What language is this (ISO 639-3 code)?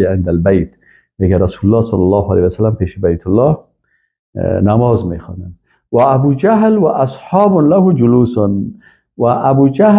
fas